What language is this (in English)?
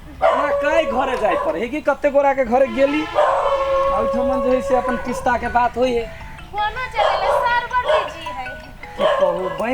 Maithili